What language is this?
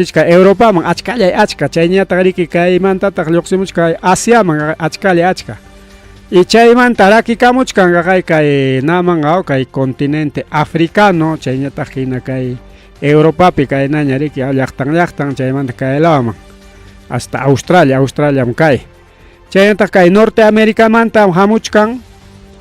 Ayacucho Quechua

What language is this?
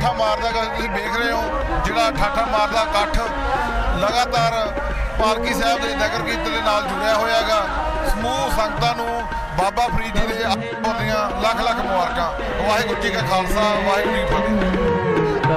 Punjabi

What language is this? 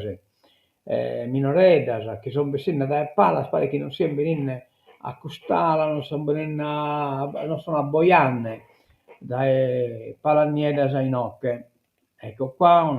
Sardinian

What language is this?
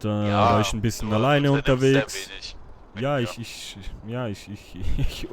Swiss German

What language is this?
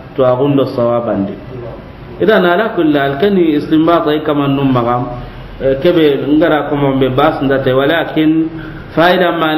Soninke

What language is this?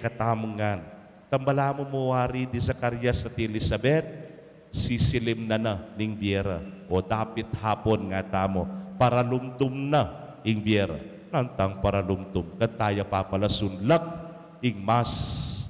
Pampanga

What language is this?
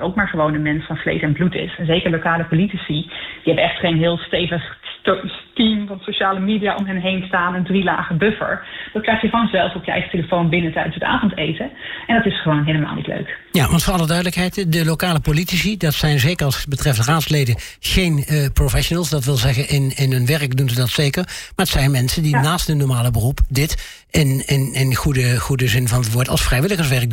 Dutch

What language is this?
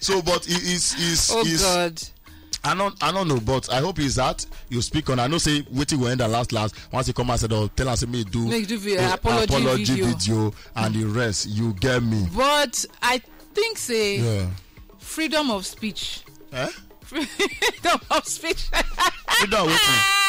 Nigerian Pidgin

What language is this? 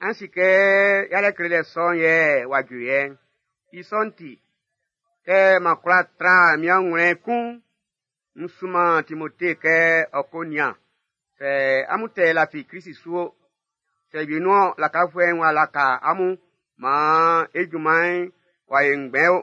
Baoulé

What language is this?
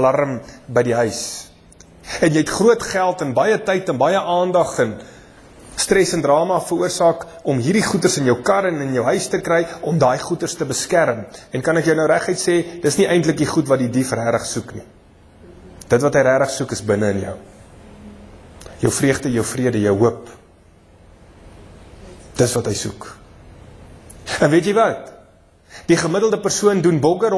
Afrikaans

